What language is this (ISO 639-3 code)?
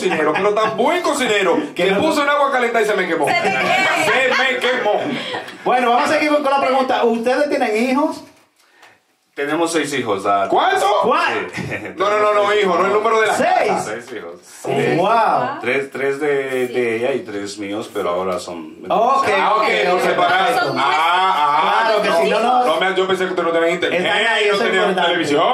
spa